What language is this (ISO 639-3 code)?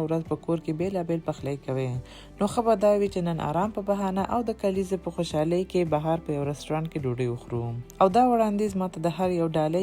pus